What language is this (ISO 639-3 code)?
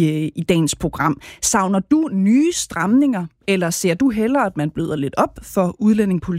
dan